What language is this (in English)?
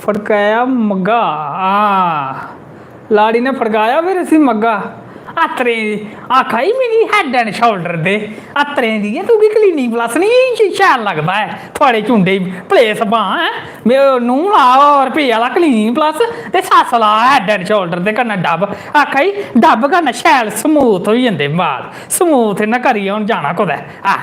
Dogri